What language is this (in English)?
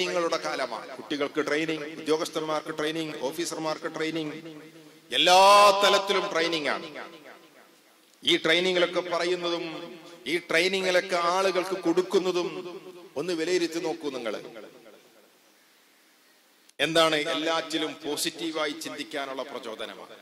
Malayalam